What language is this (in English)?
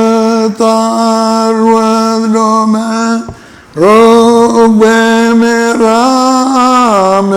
Marshallese